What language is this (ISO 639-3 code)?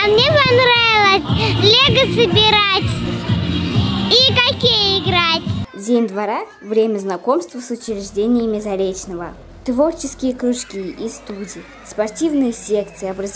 rus